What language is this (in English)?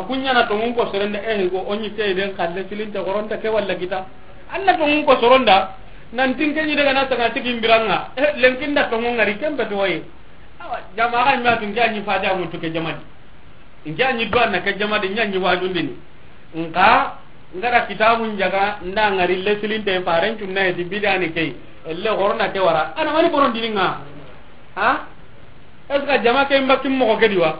Soninke